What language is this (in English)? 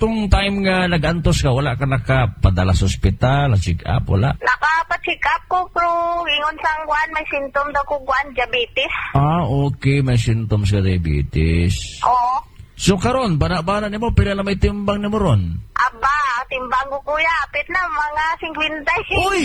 Cebuano